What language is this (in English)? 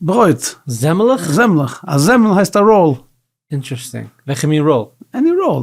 Yiddish